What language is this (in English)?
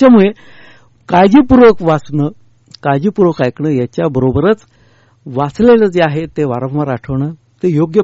Marathi